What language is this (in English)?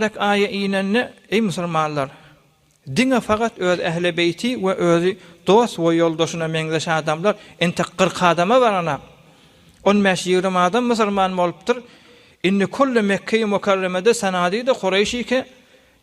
Turkmen